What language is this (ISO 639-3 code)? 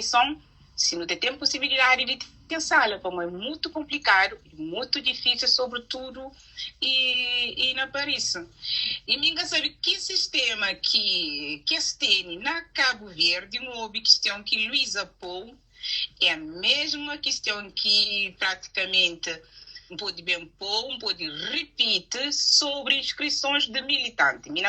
kea